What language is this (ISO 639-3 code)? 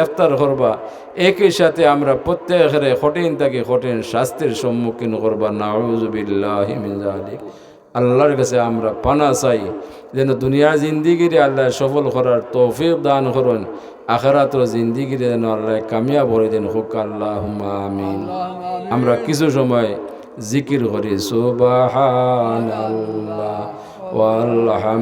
syl